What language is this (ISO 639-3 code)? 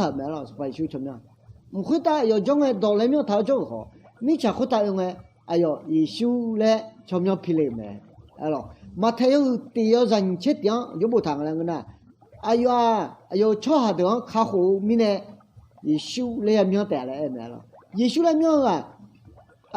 ahk